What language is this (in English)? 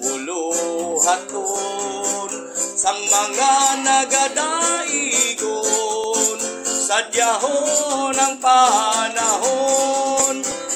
Hiligaynon